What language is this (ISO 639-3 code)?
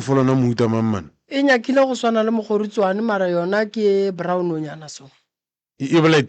nso